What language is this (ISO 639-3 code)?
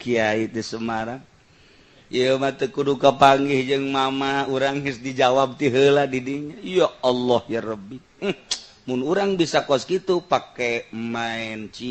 sun